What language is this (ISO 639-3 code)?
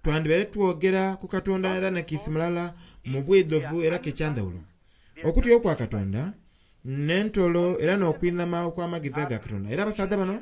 xog